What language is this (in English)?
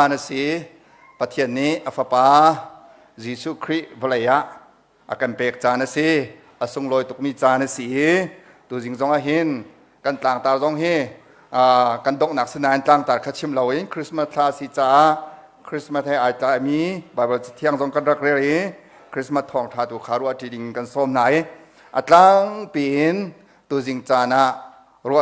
Hakha Chin